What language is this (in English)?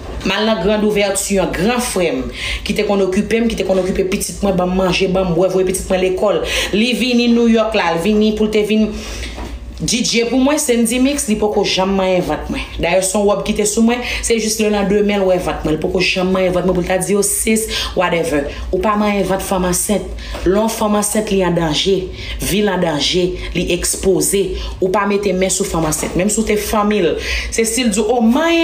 Haitian Creole